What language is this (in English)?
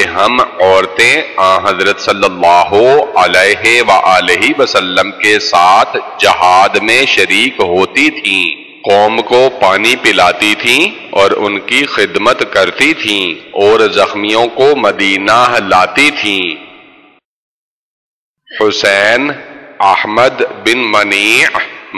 Urdu